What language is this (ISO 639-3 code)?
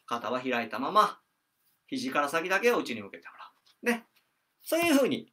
jpn